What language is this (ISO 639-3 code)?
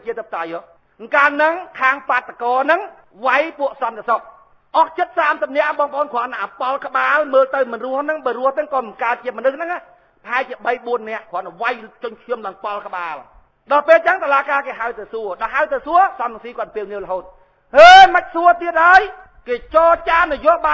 khm